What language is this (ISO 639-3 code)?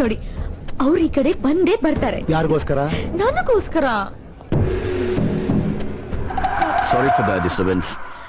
kan